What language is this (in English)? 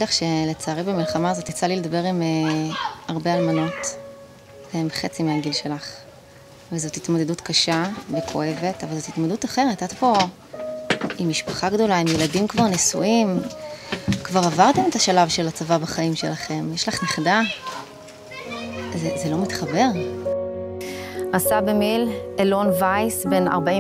Hebrew